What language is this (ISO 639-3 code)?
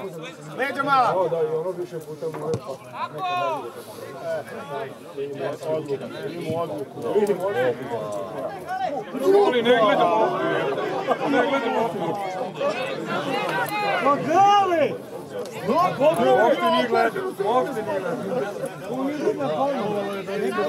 srp